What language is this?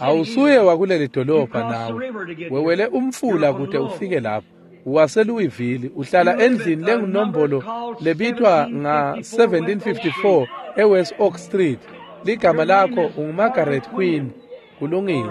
Swati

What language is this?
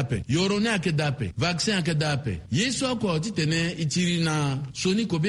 Sango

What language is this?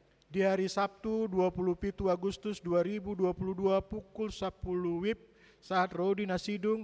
Batak Toba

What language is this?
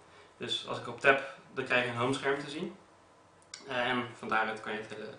Dutch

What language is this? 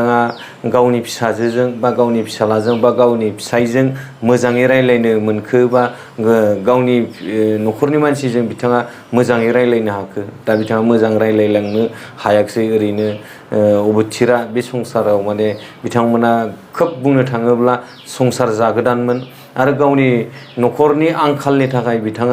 Bodo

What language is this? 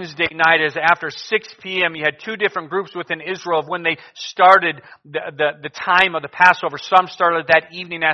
English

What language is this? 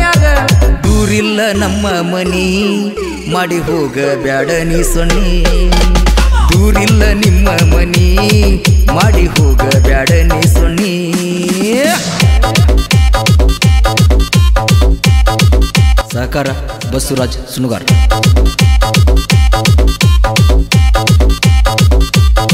Kannada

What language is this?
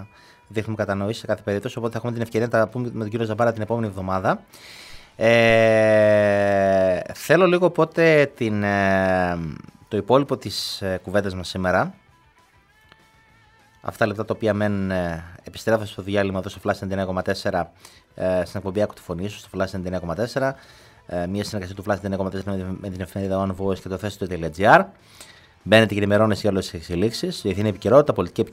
Greek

